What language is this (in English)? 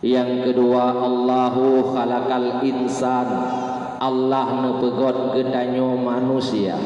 Achinese